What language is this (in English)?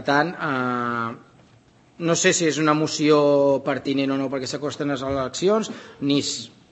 Catalan